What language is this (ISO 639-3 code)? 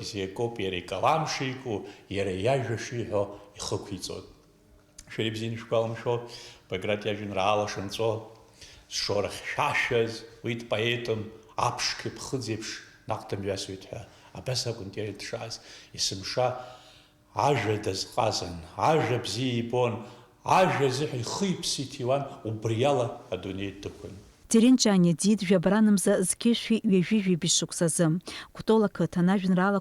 abk